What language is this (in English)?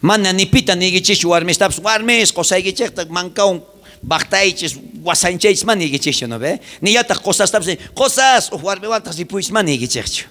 South Bolivian Quechua